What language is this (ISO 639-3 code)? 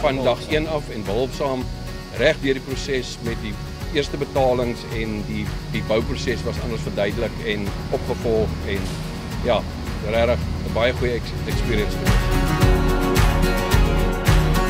afr